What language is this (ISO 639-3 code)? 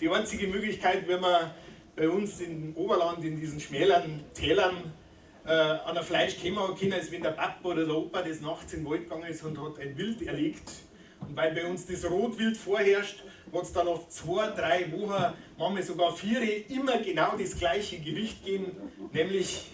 bar